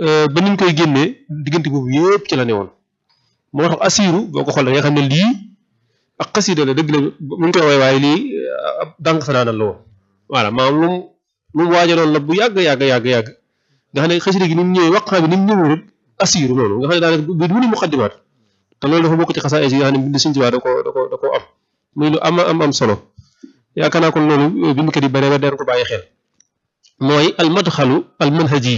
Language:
Wolof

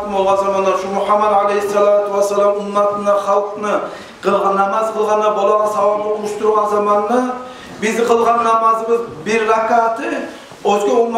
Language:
Kumyk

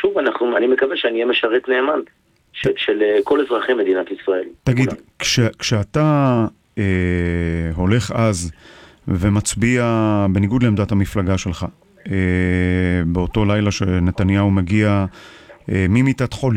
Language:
Hebrew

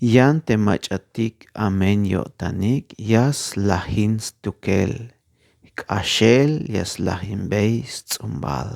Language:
Tzeltal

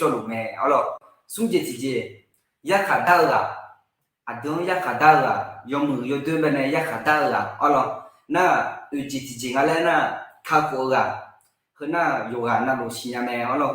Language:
Akha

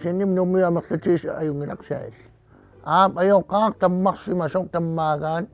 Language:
Kalaallisut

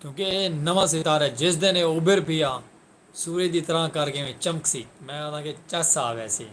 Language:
Saraiki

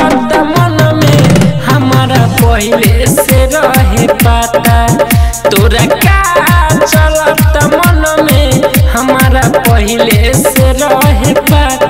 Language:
Bhojpuri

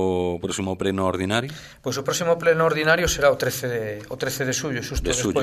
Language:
Galician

